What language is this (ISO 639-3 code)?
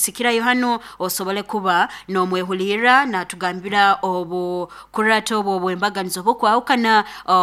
nyo